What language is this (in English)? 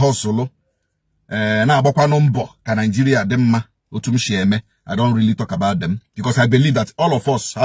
Igbo